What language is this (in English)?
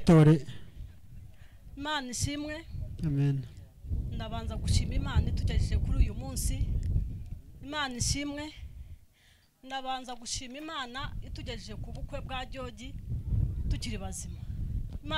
Kinyarwanda